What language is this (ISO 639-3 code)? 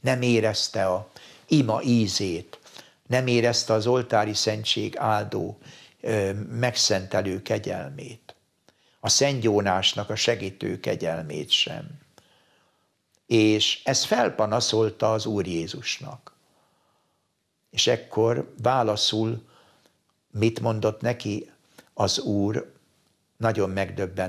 hun